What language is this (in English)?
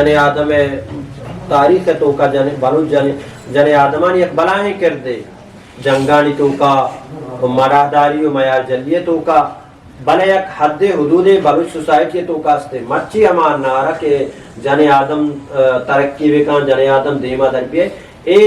Eastern Balochi